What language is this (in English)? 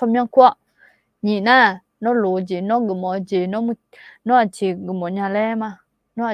Akha